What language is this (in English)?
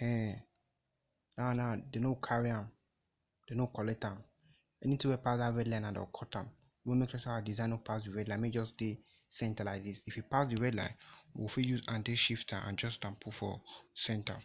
Nigerian Pidgin